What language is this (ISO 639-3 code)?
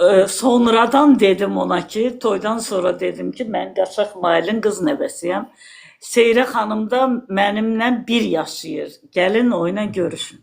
aze